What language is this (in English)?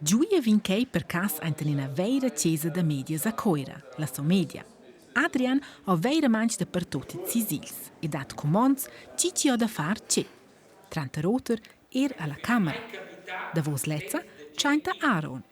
Romansh